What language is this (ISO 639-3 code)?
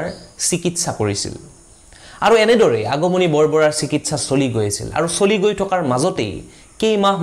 asm